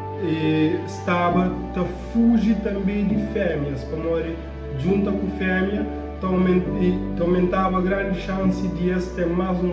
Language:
Kabuverdianu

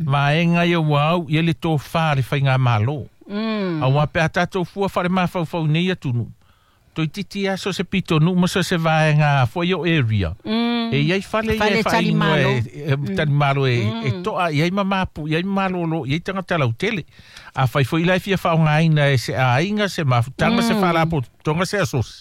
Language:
Samoan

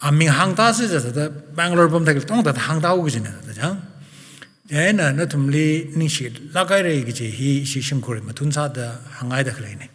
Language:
Tangkhul Naga (India)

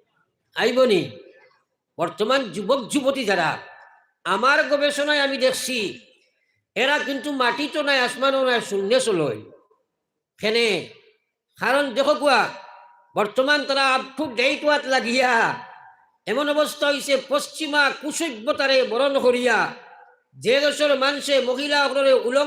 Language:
Sylheti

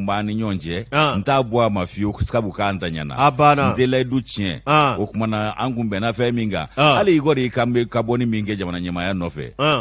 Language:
Bambara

